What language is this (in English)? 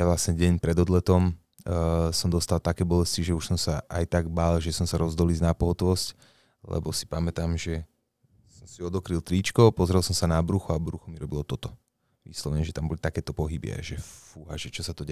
Slovak